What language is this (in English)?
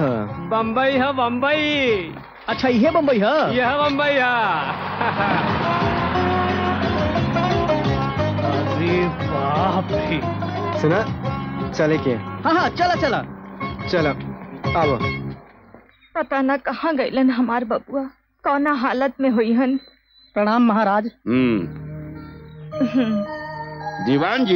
Bhojpuri